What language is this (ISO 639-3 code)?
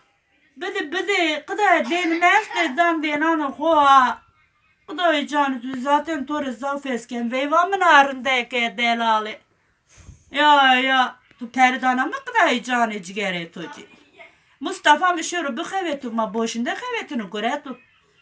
zza